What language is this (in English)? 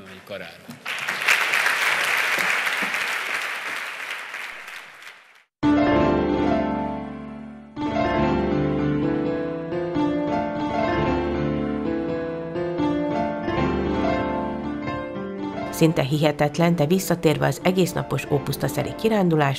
Hungarian